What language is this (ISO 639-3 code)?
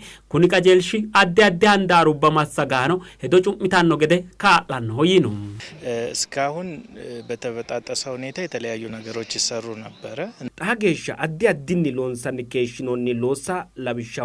sid